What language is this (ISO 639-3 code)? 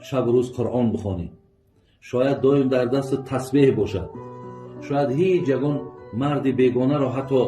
tgk